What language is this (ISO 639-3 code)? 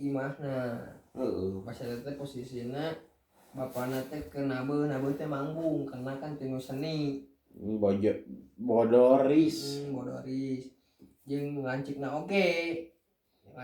sun